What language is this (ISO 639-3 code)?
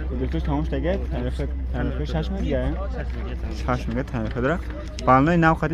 tgk